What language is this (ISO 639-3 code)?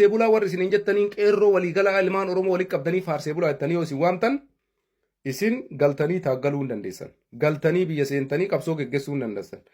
orm